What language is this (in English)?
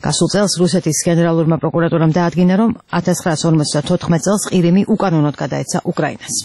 Georgian